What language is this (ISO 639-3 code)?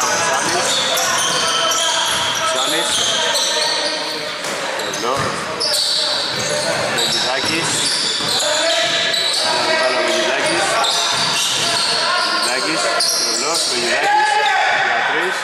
ell